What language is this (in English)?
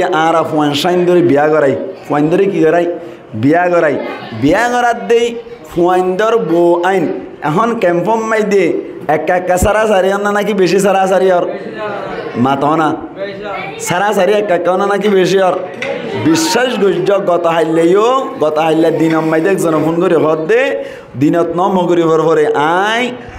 Rohingya